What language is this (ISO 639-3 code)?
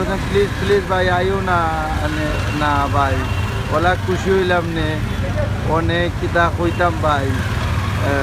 syl